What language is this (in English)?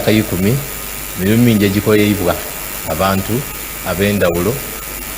Soga